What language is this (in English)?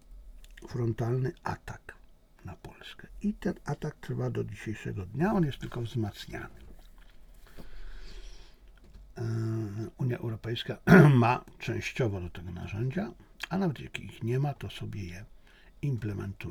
Polish